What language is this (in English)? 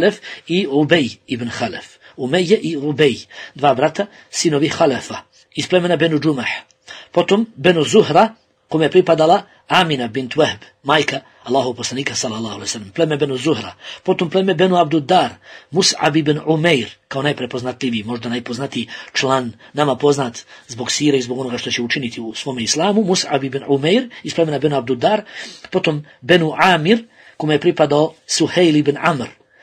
Bosnian